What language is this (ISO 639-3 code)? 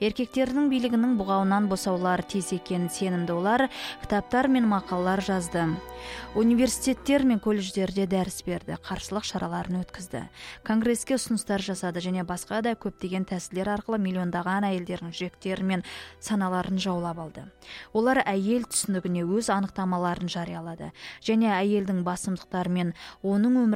kaz